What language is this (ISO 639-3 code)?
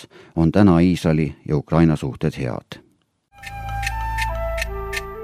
est